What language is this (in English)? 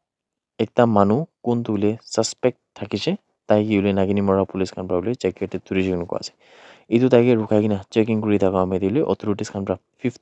Naga Pidgin